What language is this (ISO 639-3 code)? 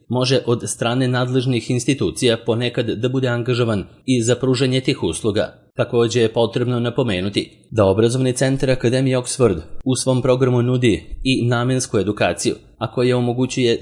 srp